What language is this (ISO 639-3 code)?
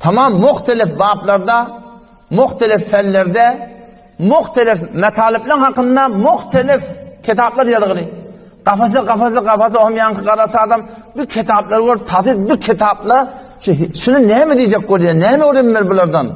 tuk